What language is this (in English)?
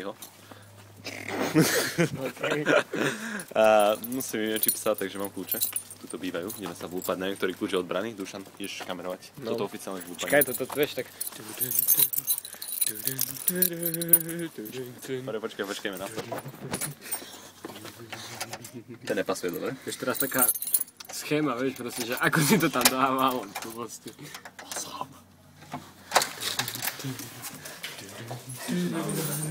Slovak